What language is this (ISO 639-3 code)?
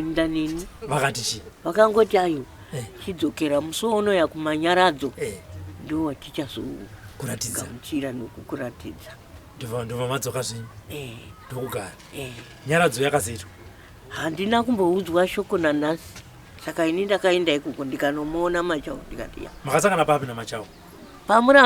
sna